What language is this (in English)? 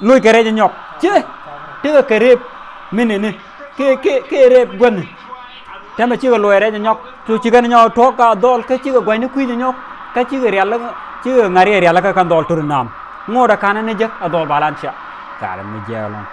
Nuer